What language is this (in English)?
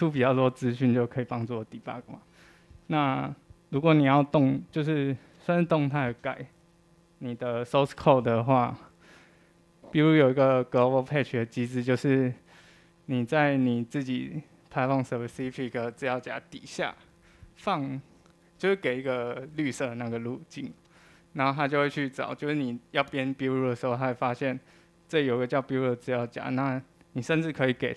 Chinese